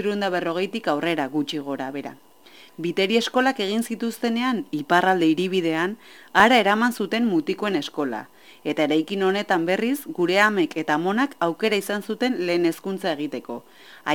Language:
Basque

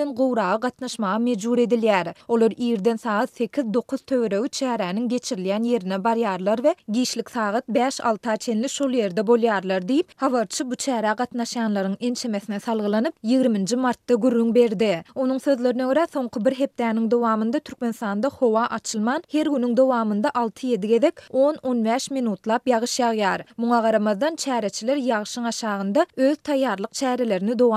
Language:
Turkmen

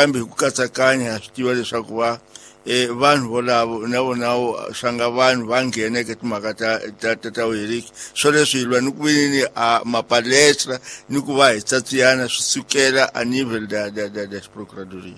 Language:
Tsonga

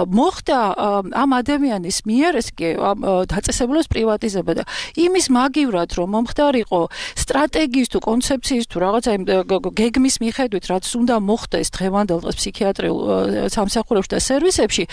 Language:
Georgian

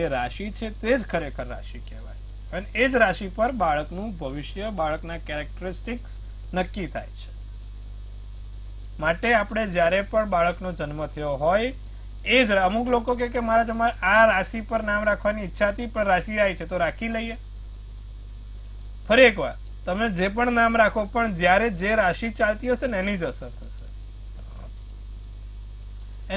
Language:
Gujarati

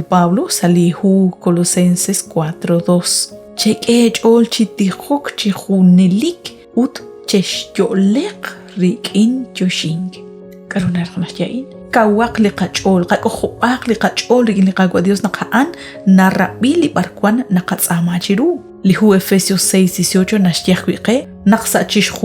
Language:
Kekchí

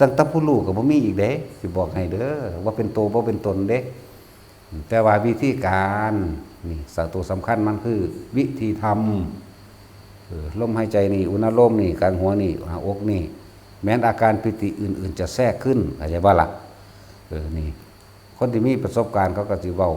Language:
Northeastern Thai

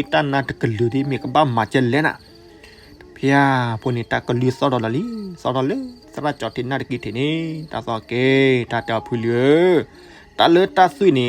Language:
S'gaw Karen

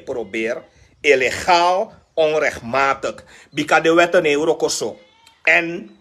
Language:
Sranan Tongo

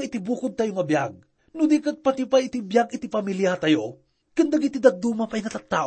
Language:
Iloko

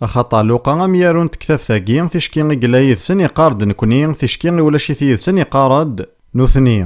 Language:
Kabyle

